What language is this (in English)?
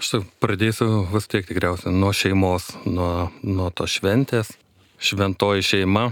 Lithuanian